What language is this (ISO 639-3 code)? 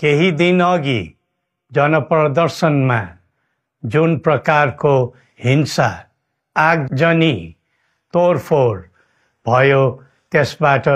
nep